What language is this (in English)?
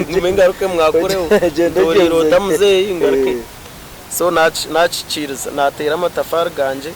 Nyankole